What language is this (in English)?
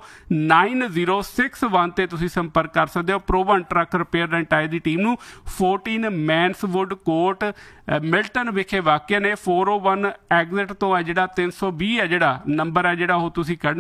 Punjabi